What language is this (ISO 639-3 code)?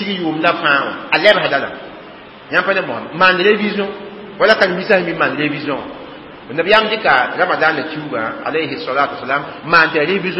mos